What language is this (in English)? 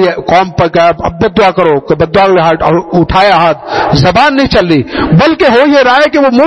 Urdu